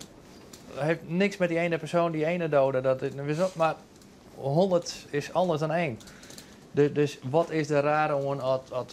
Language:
Western Frisian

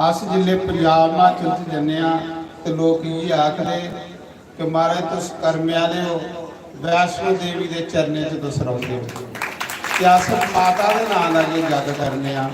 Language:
Dogri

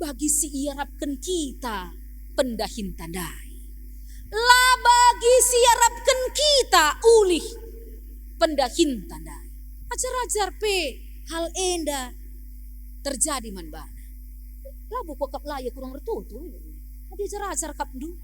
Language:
Batak Karo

